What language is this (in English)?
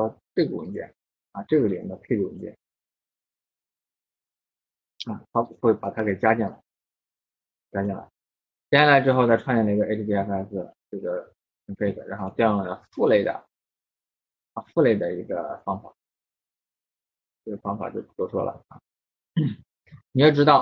Chinese